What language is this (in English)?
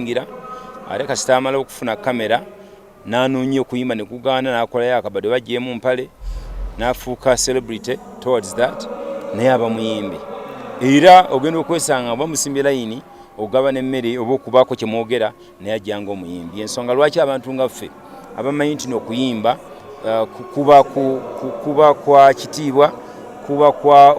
Ganda